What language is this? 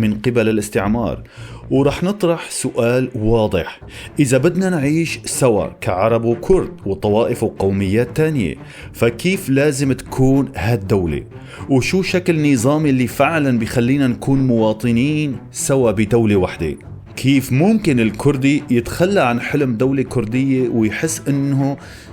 North Levantine Arabic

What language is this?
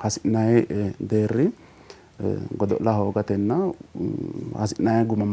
Sidamo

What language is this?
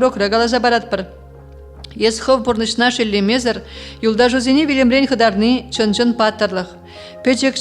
Chuvash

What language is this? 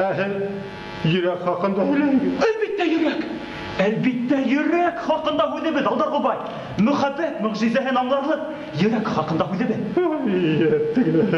Bashkir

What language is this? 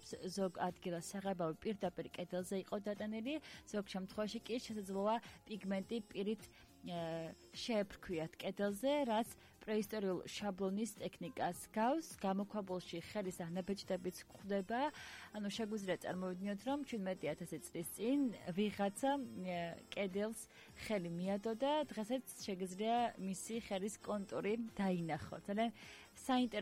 Georgian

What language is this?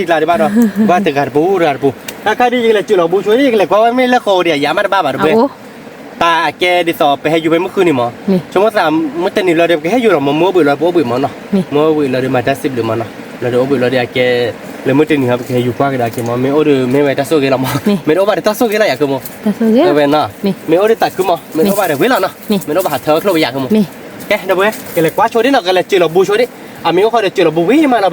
S'gaw Karen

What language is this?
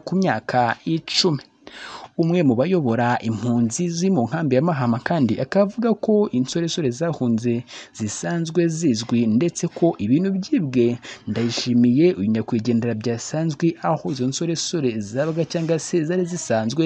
Kinyarwanda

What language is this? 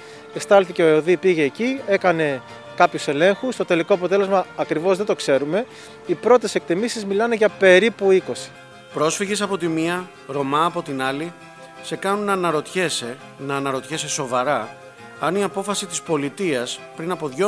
Greek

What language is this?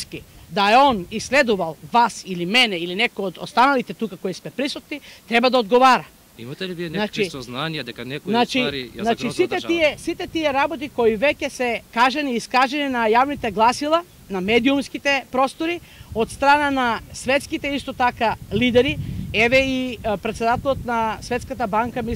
Macedonian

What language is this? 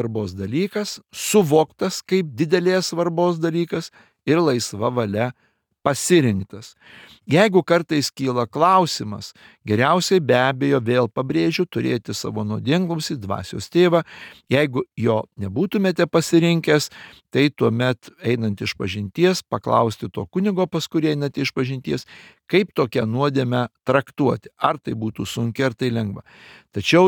Lithuanian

